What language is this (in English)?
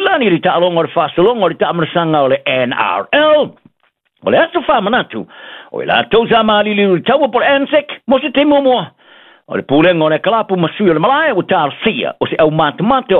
Samoan